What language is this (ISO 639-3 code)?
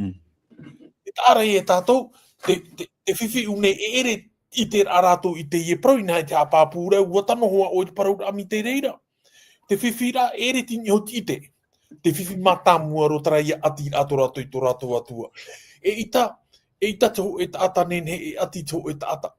tah